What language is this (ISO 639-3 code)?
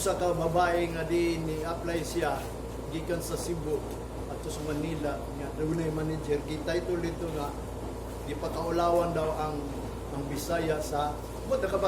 ceb